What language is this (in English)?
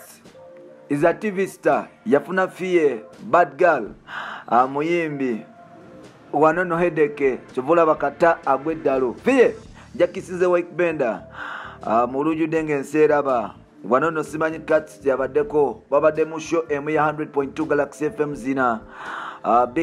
Ganda